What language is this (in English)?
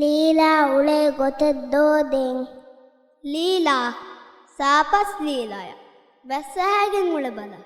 Divehi